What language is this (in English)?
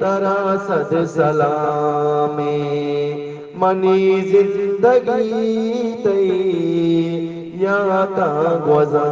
Eastern Balochi